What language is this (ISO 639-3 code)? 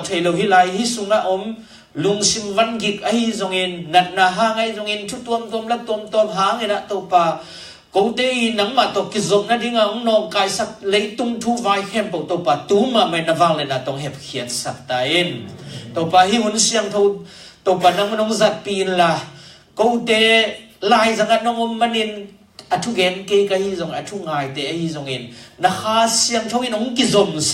ctd